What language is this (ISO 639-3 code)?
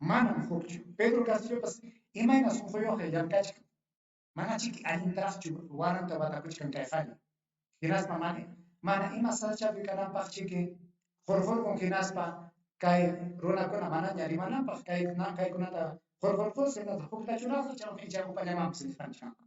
quy